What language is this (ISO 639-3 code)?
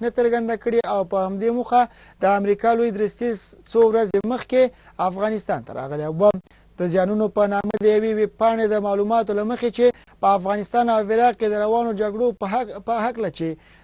pus